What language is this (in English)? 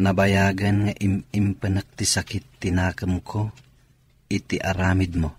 Iloko